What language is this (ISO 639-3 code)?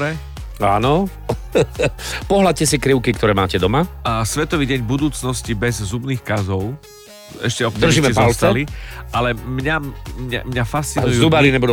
slk